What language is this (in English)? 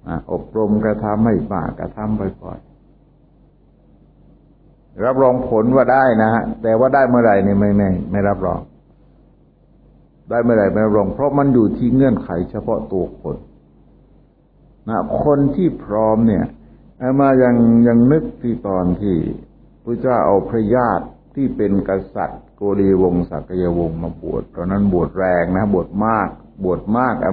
Thai